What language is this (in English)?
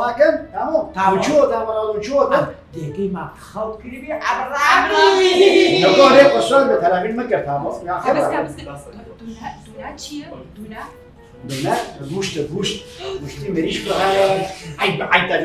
Kurdish